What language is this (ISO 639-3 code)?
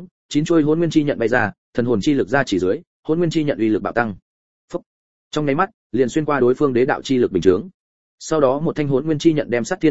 vie